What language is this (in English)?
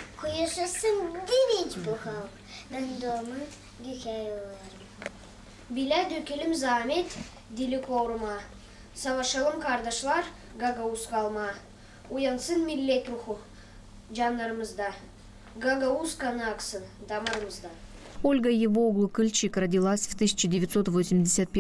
Gagauz